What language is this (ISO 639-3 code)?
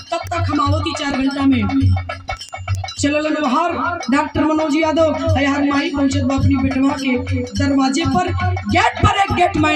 bho